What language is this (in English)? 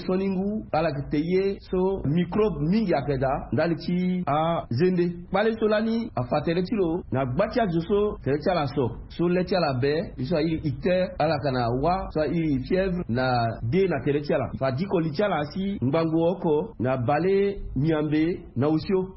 Sango